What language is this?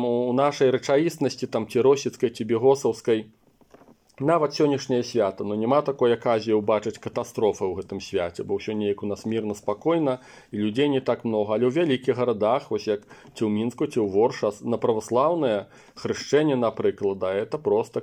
Belarusian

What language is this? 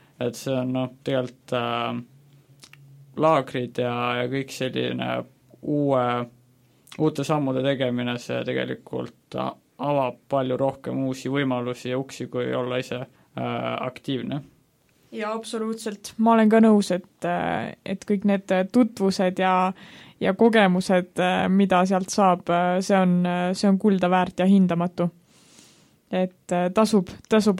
Estonian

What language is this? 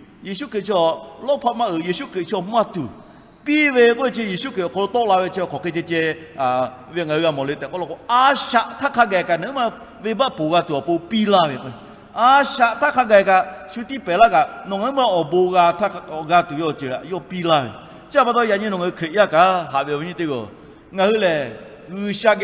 Lahu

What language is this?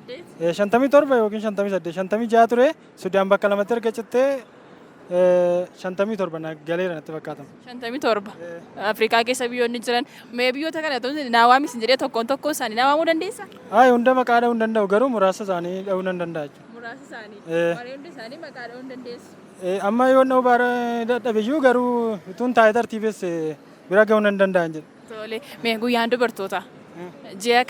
Oromo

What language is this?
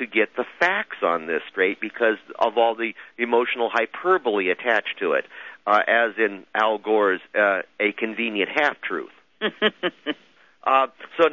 English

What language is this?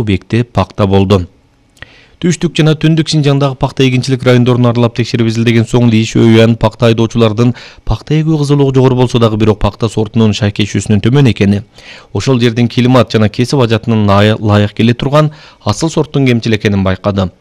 Kyrgyz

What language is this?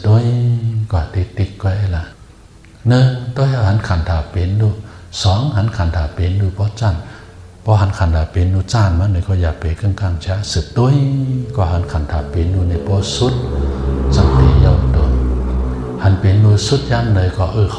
Shan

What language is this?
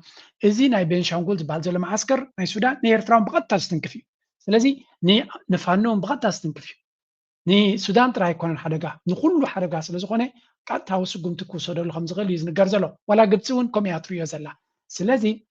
Tigrinya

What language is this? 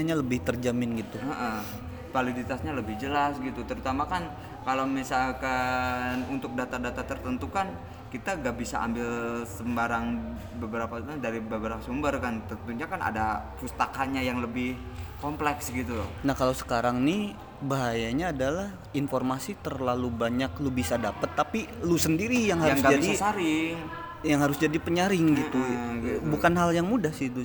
Indonesian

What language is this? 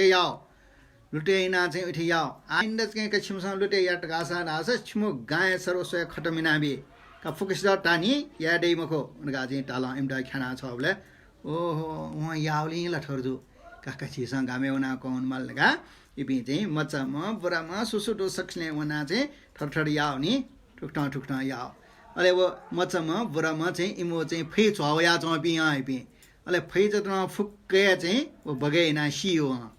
Newari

